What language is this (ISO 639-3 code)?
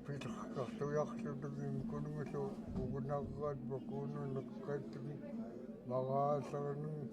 esu